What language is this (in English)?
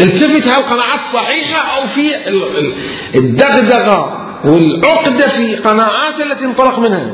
Mesopotamian Arabic